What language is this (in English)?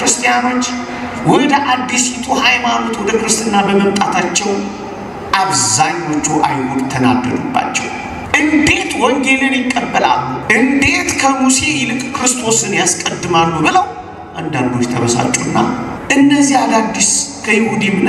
Amharic